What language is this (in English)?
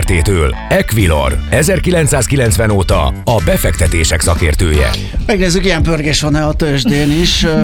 Hungarian